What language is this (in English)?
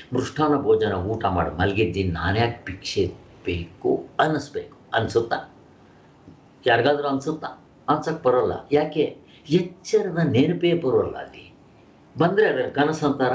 Kannada